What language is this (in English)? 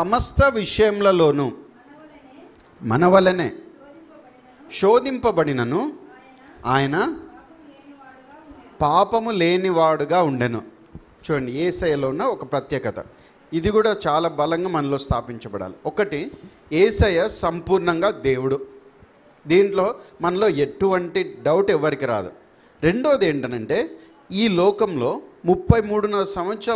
Telugu